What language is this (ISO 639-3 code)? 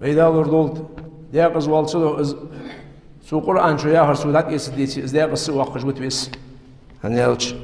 inh